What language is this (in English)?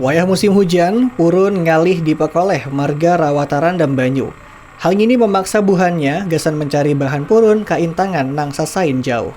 Banjar